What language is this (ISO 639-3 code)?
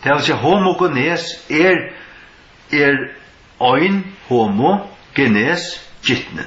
fao